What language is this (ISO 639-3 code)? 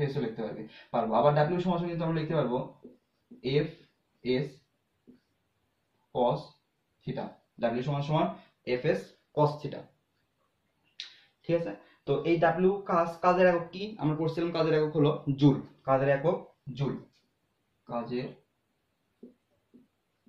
ben